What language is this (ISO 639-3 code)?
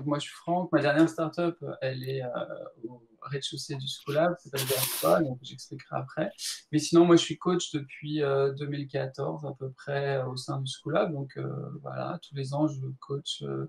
fra